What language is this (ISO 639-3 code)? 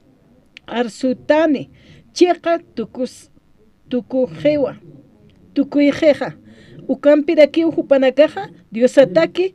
aym